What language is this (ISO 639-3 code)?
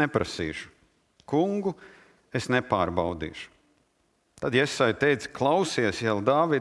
lav